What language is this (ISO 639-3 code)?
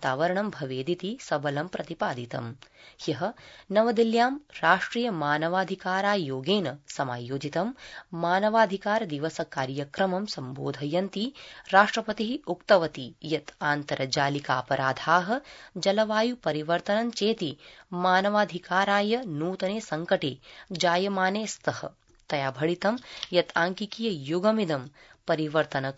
san